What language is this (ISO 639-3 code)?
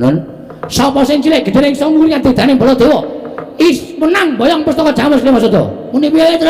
jav